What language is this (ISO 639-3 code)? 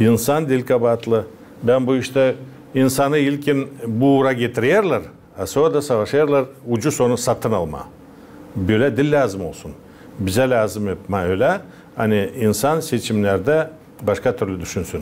gag